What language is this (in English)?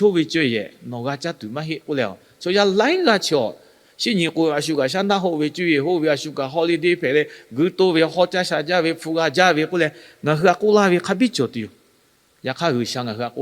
Lahu